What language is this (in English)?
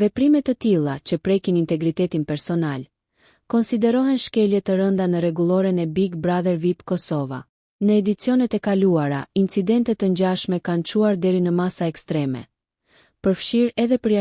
Albanian